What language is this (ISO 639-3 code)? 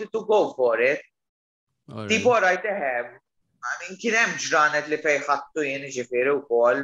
mlt